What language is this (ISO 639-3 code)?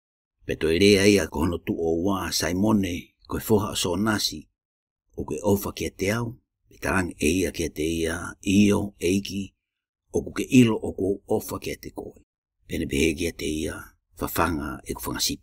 ton